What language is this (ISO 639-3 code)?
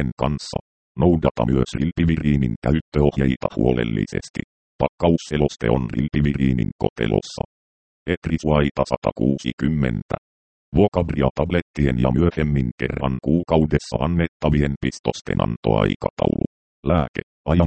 fin